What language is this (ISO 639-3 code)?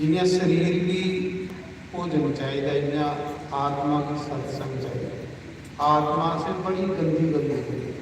doi